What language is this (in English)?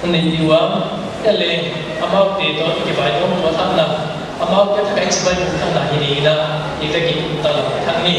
Paite Chin